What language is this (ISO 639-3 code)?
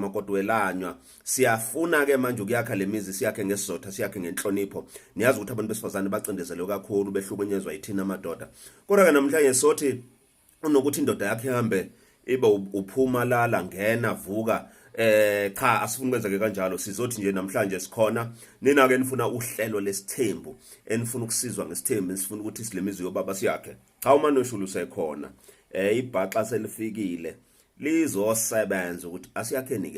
zul